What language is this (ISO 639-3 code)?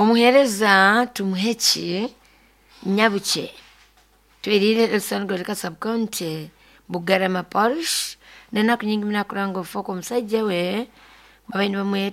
nyn